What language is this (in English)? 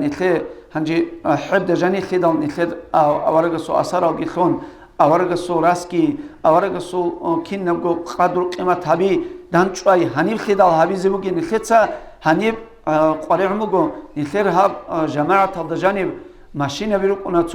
Avaric